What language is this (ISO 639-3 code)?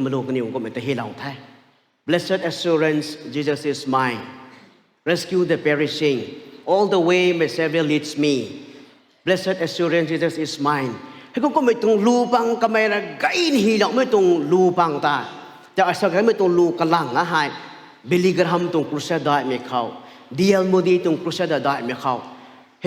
nbu